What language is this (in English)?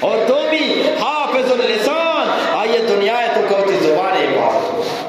Eastern Balochi